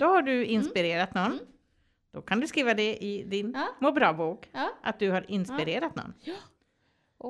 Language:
Swedish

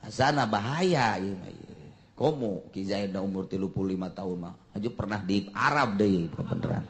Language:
Sundanese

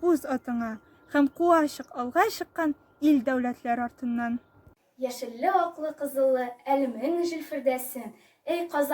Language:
Tatar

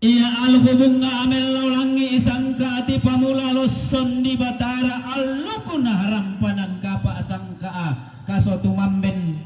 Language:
Toraja-Sa'dan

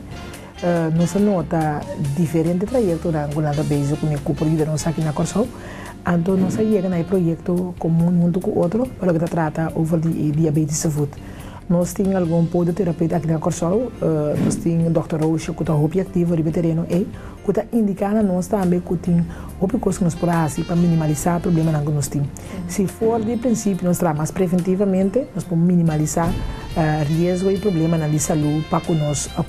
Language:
Papiamento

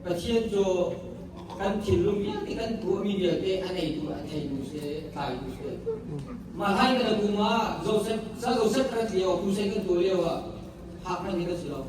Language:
Hakha Chin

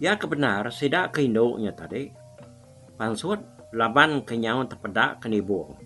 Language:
Iban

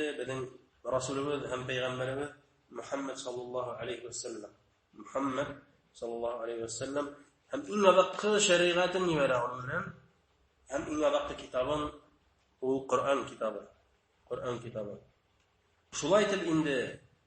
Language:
Bashkir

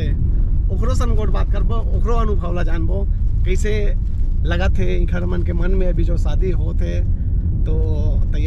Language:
Chhattisgarhi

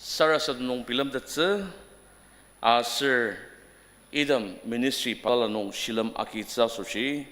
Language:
Ao Naga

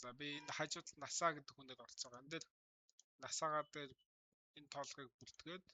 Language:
Mongolian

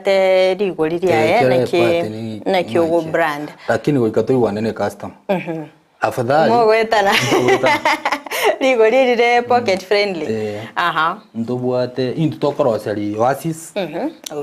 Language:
Gusii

